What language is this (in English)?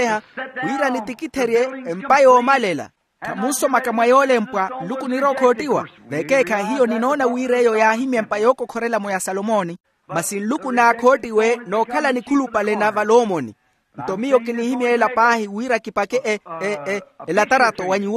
Makhuwa